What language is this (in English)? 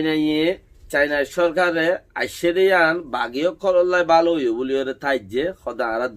Rohingya